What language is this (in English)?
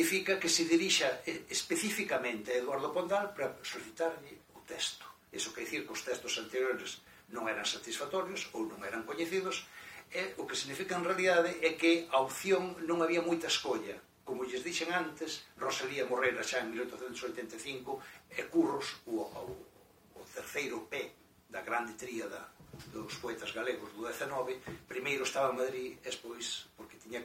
Galician